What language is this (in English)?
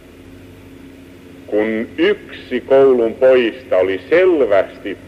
Finnish